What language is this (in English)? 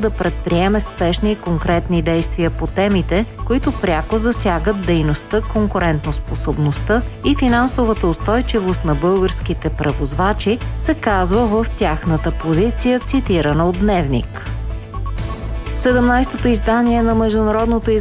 Bulgarian